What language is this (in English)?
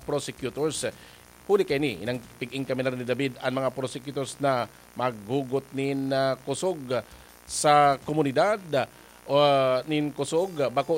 Bikol